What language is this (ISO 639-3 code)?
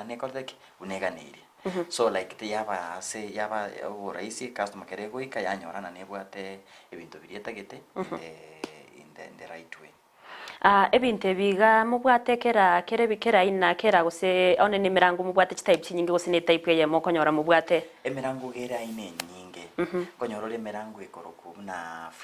guz